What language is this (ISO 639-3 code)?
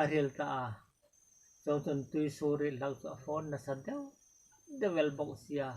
hmr